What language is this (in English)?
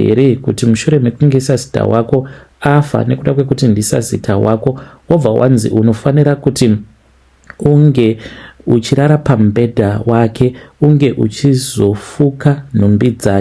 Shona